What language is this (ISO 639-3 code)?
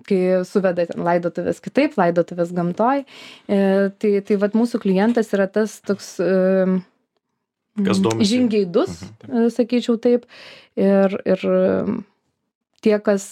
lit